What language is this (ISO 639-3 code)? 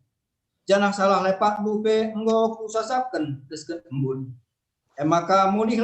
btx